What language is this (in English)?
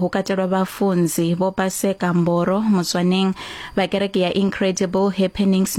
Venda